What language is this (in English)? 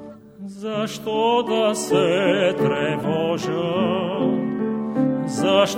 Bulgarian